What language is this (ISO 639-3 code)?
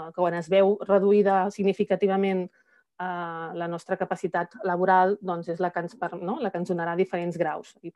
cat